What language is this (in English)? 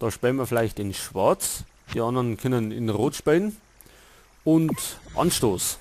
Bavarian